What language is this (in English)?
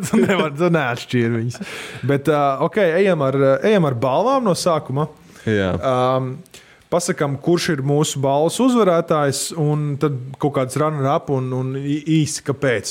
Latvian